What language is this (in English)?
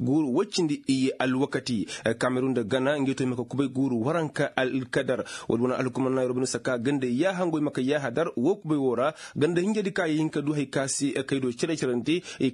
Koyraboro Senni